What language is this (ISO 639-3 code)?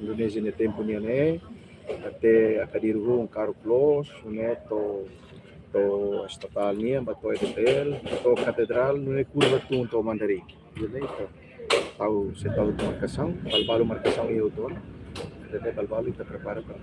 tet